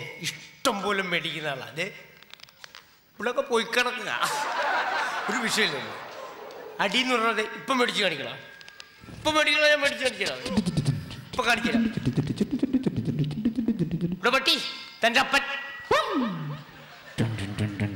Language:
Malayalam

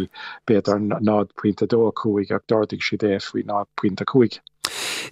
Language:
Irish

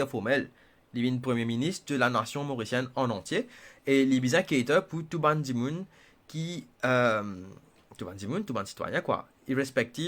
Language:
Morisyen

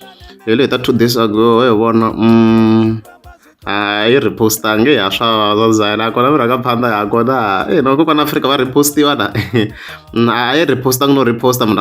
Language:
Tsonga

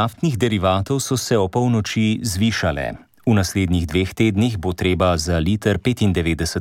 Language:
Slovenian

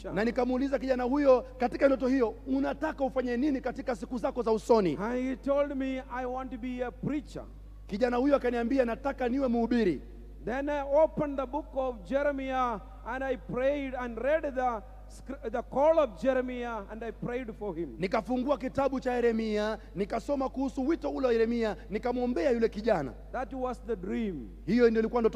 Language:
Swahili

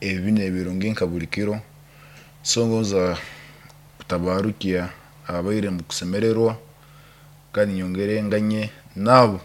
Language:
Nyankole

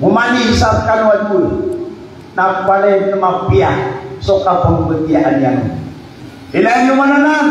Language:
Maranao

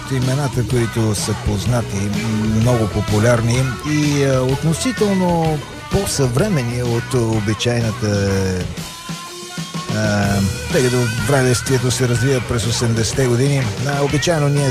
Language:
Bulgarian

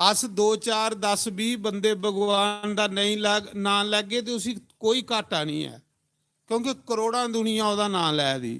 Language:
Dogri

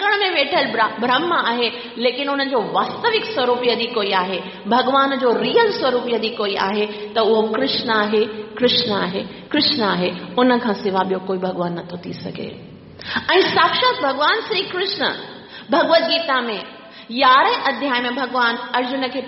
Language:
Sindhi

